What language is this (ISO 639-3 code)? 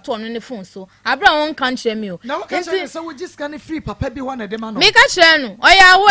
aka